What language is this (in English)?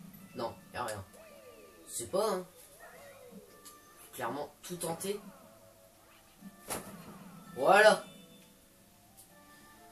French